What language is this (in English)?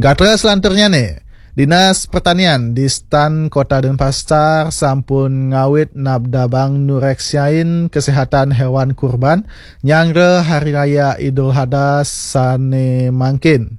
Balinese